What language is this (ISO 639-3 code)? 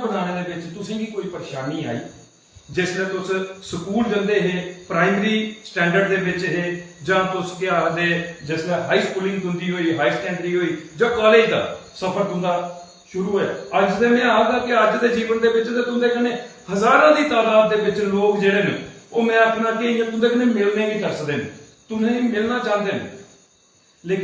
doi